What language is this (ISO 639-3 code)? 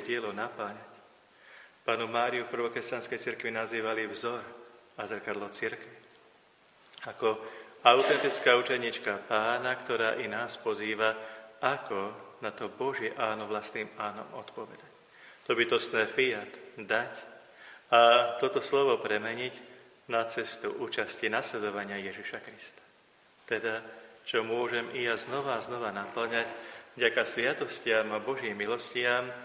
slk